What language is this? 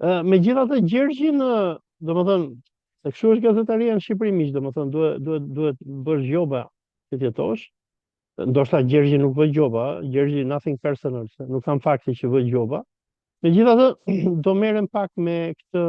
Albanian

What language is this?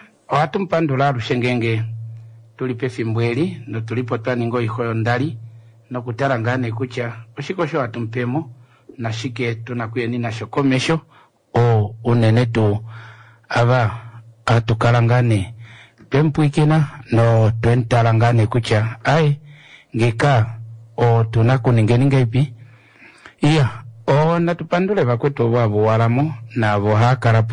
Kuanyama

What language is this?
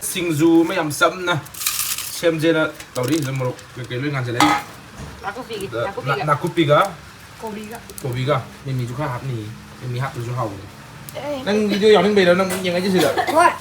Manipuri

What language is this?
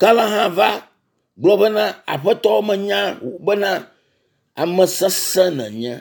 Ewe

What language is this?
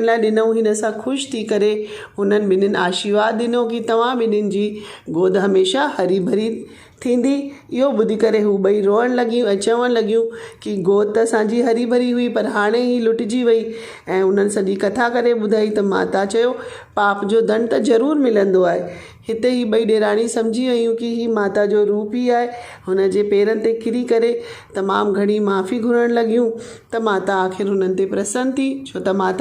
Sindhi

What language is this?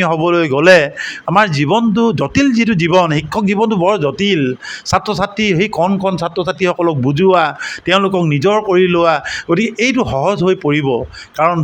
Assamese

